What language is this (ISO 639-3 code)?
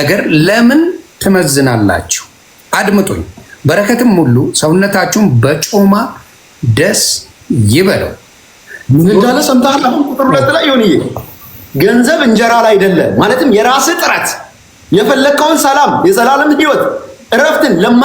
amh